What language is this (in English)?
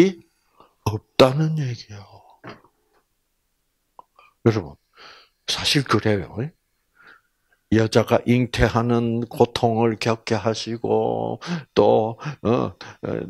Korean